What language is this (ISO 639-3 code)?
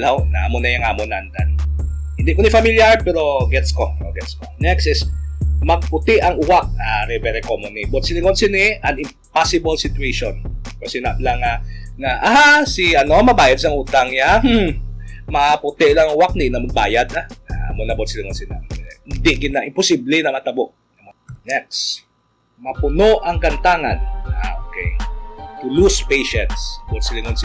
hil